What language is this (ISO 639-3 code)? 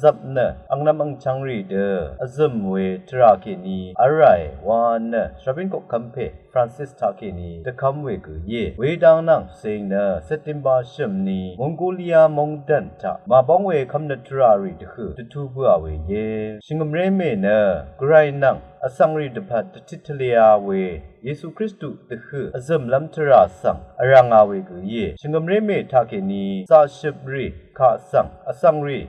raw